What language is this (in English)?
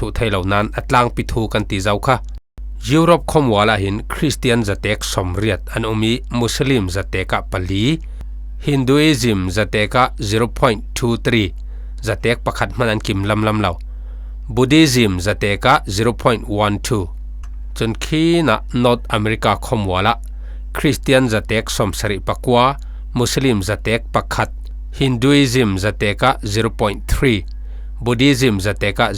Falam Chin